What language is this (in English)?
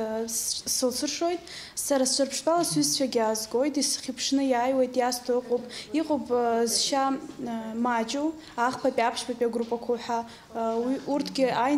Abkhazian